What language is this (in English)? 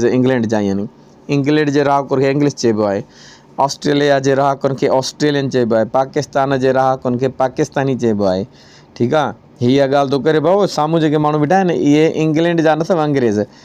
Sindhi